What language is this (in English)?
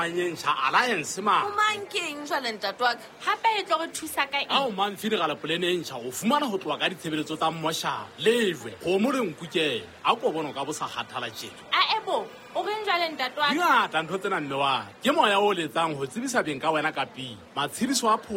Southern Sotho